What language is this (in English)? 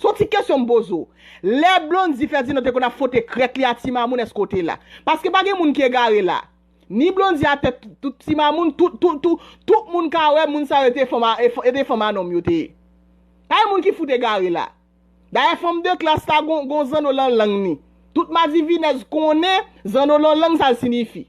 Haitian Creole